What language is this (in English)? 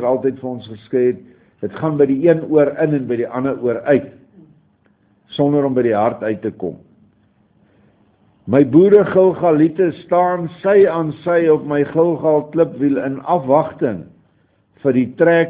Afrikaans